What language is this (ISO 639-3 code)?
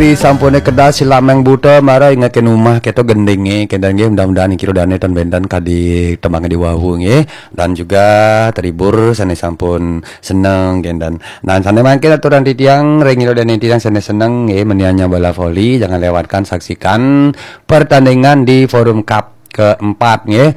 ban